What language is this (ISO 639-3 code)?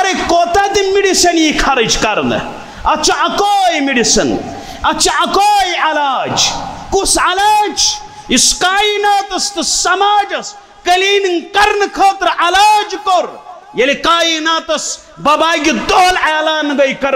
kas